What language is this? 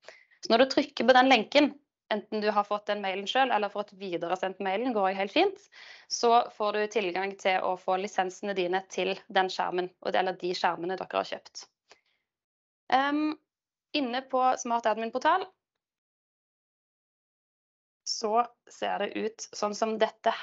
Norwegian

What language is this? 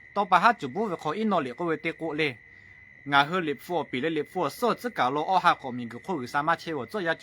Lahu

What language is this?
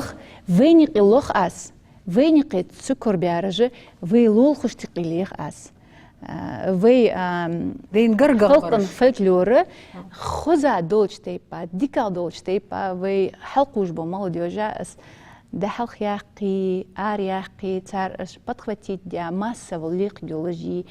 Ingush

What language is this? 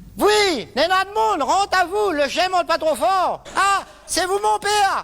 Réunion Creole French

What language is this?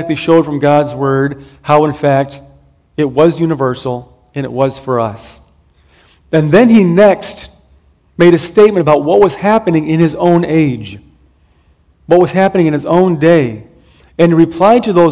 English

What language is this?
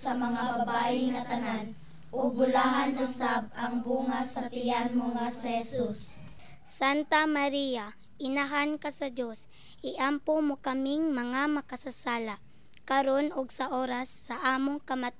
Cebuano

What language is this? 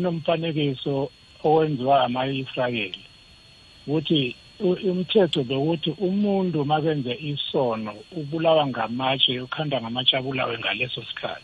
South Ndebele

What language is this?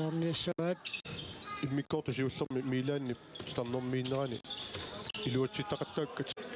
Kalaallisut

